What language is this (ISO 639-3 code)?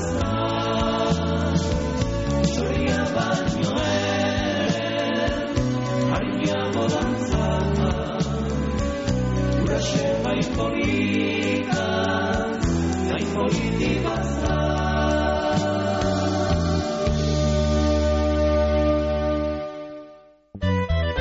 eus